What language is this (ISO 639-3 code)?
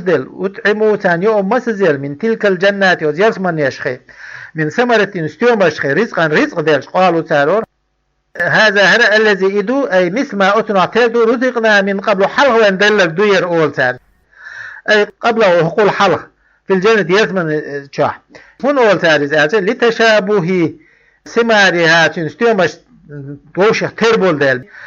che